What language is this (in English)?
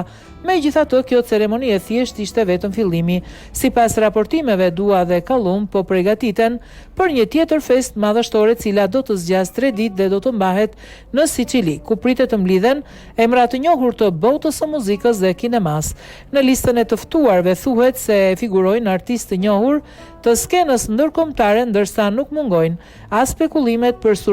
Albanian